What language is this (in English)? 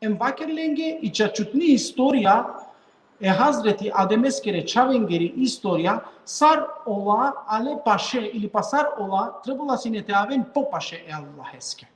Balkan Romani